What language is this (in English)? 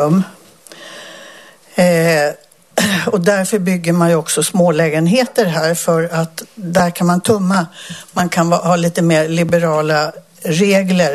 Swedish